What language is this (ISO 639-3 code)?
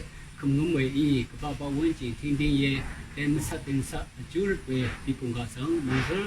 raw